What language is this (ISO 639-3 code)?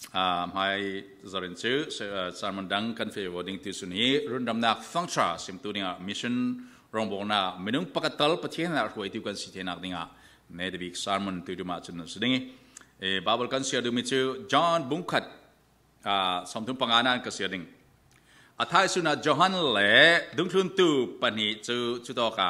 cfm